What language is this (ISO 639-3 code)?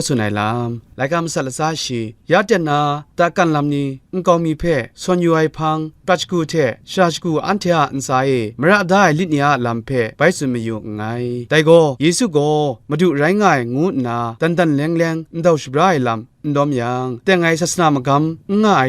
kac